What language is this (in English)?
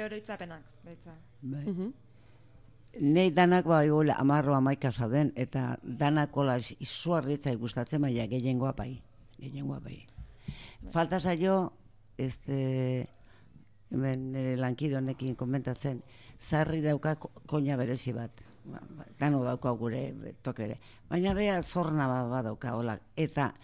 Basque